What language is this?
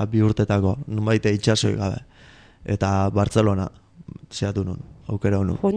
Basque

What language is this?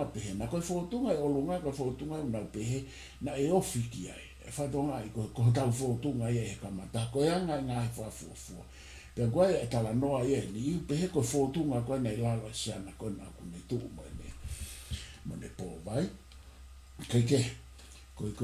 Tongan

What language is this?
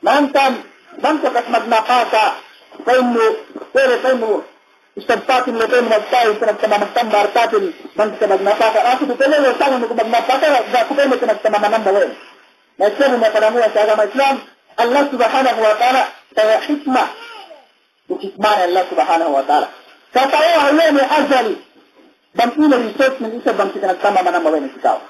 Yakan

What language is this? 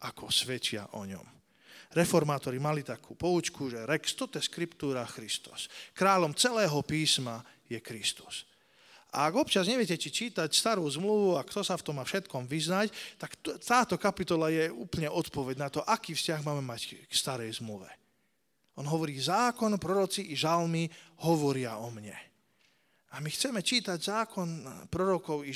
Slovak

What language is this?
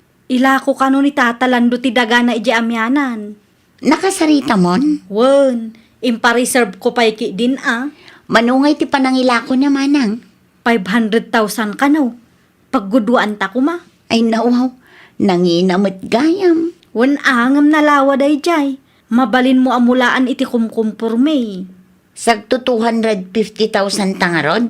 Iloko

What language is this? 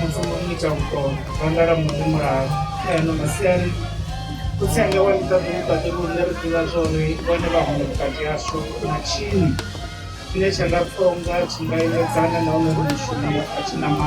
Venda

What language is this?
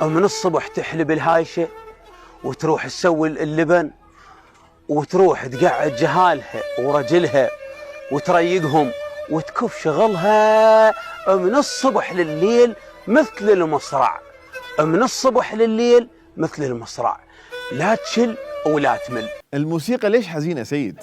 Mesopotamian Arabic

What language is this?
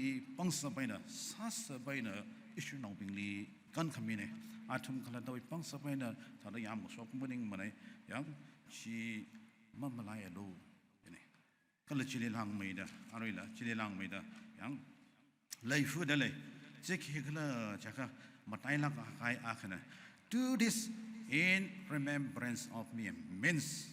Tangkhul Naga (India)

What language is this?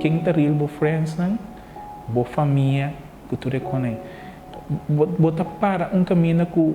Papiamento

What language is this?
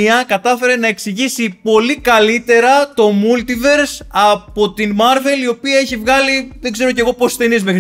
Greek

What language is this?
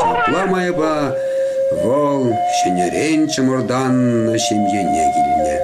Chuvash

